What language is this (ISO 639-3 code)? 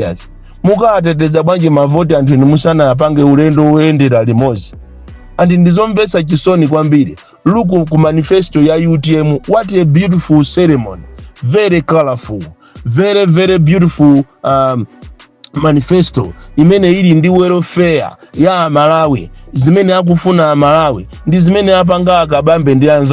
nya